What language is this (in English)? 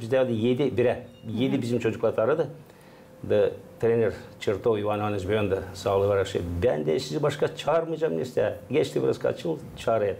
Gagauz